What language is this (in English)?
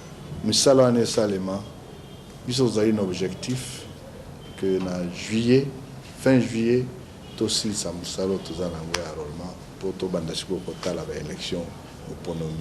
Lingala